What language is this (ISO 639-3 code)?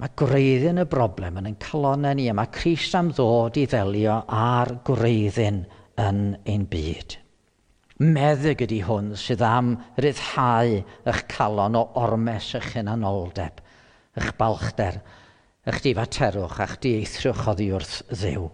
cym